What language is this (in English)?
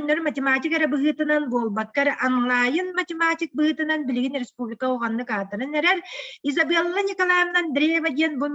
Yakut